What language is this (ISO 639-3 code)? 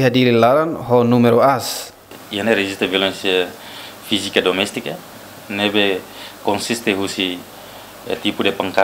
tet